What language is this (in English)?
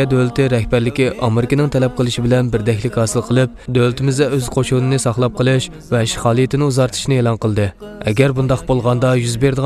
Uyghur